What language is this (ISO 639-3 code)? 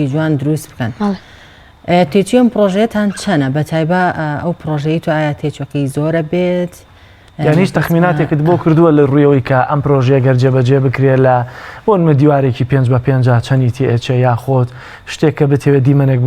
ckb